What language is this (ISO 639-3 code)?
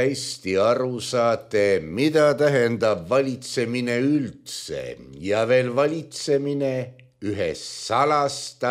est